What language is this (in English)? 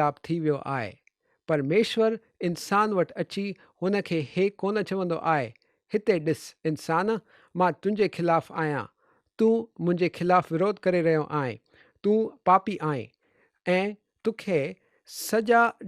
Sindhi